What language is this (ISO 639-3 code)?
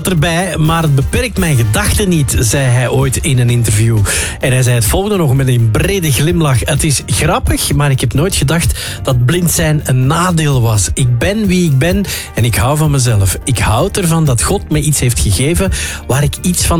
nld